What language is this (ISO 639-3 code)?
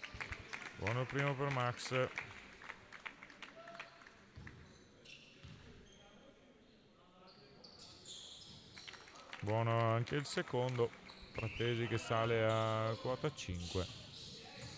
ita